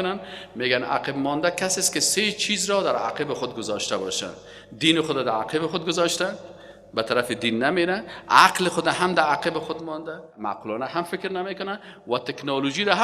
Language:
Persian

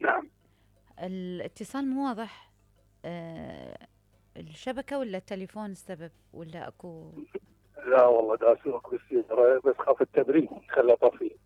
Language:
Mesopotamian Arabic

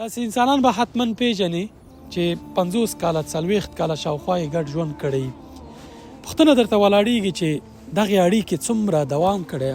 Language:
Pashto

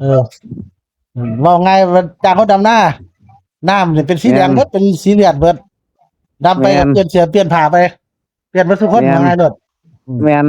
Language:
Northeastern Thai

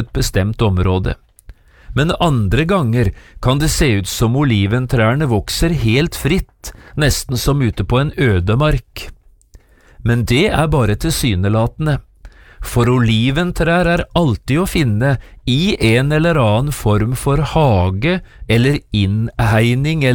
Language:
Norwegian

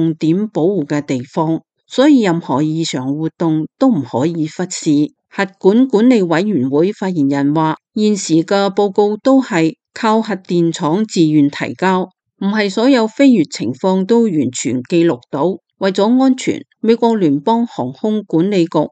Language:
Cantonese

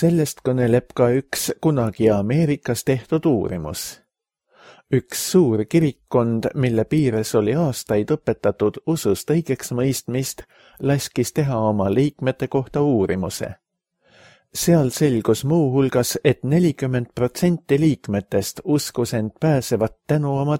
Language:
Estonian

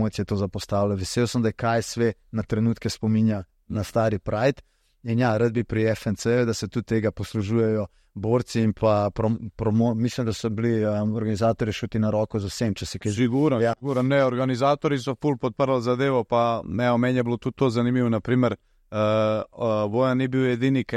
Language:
Slovenian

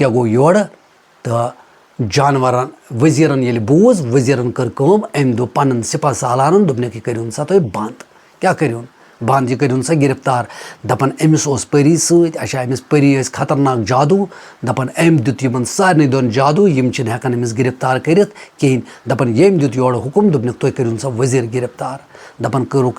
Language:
Kashmiri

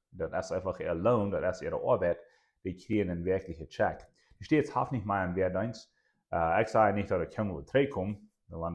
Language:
Plautdietsch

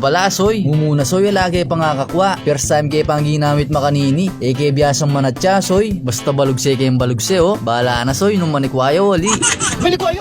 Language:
Pampanga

